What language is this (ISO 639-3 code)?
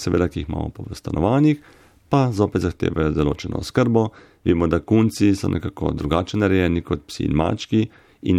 slv